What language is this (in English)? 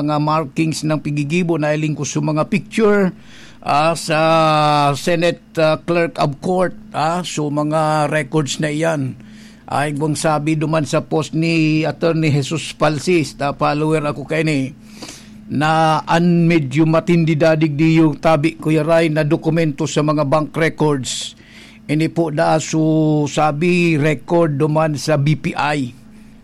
Bikol